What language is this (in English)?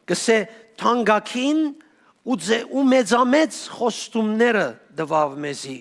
Western Armenian